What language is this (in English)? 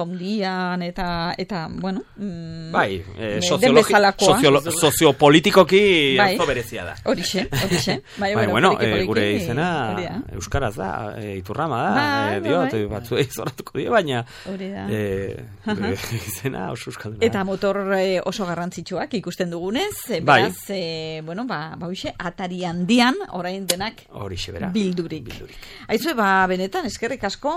Basque